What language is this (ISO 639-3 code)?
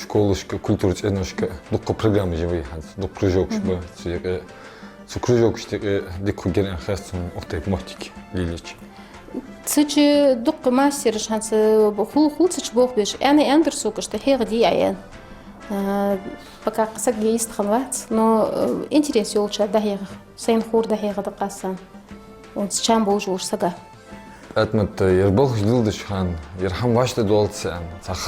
inh